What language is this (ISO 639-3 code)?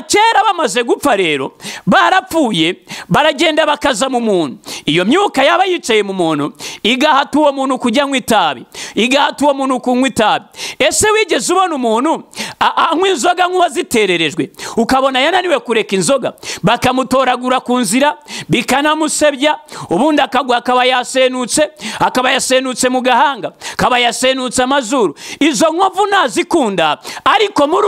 kin